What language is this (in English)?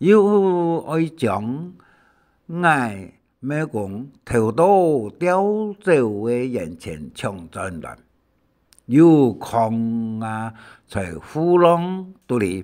Hakka Chinese